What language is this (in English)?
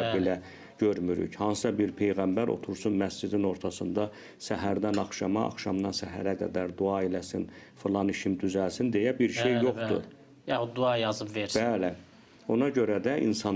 Azerbaijani